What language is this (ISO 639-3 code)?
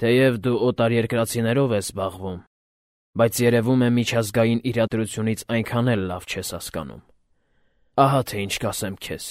hye